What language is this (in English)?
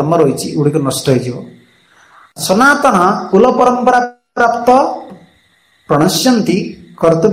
Odia